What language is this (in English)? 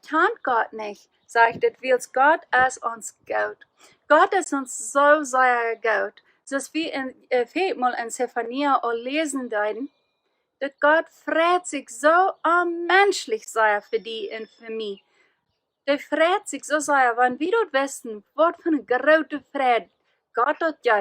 Plautdietsch